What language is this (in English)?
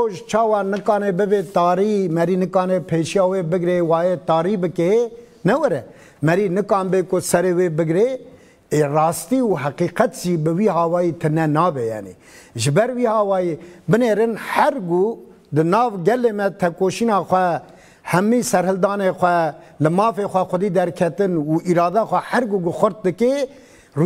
Kurdish